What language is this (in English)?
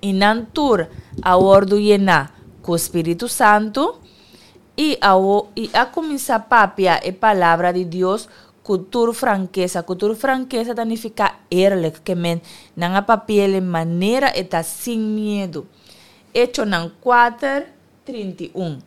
Papiamento